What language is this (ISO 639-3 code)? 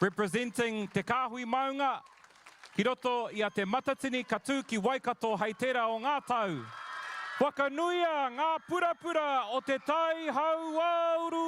mri